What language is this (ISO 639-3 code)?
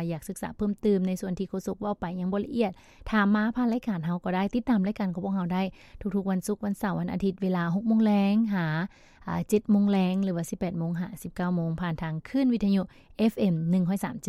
lao